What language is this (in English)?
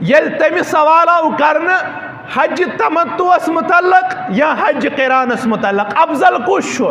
Kashmiri